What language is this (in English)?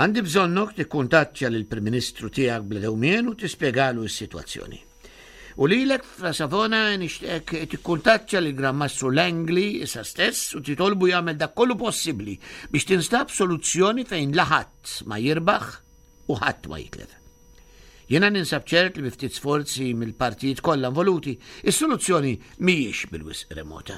Maltese